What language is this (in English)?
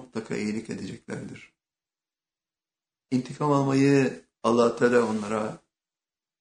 Turkish